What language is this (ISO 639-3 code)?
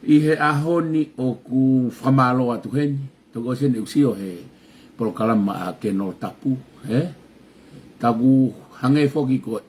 ton